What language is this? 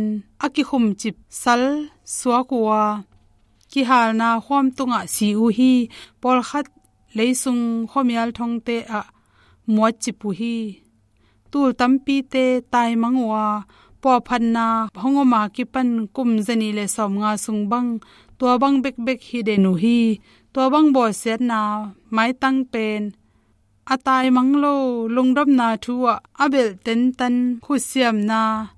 Tedim Chin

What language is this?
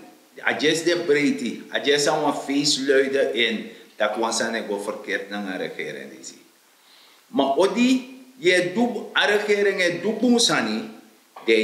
Sranan Tongo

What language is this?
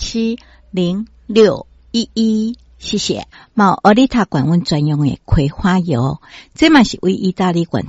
Min Nan Chinese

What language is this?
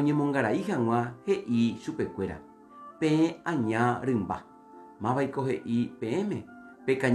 Guarani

